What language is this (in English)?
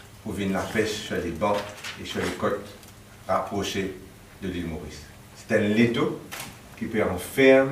Morisyen